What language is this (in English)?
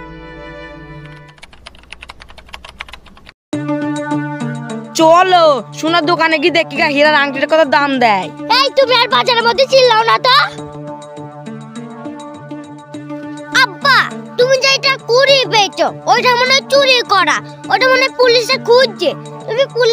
Bangla